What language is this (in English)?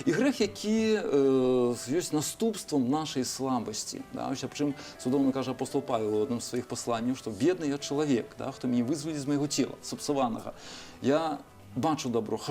Belarusian